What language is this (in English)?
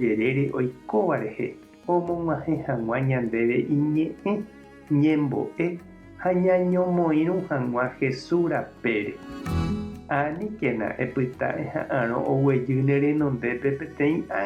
Guarani